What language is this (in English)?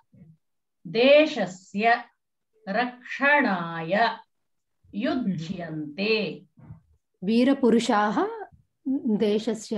Sanskrit